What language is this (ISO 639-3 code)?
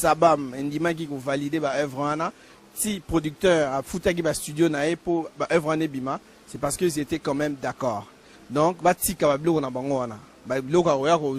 lin